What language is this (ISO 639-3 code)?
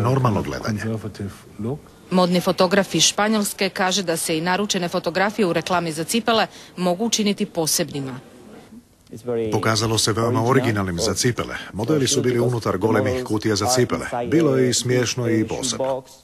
hrv